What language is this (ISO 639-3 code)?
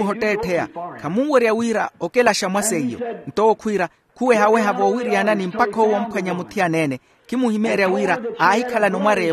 vmw